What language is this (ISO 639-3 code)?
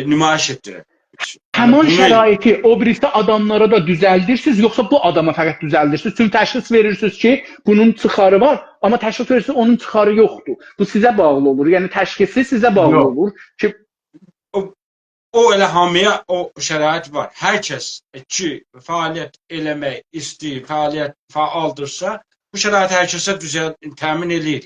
azb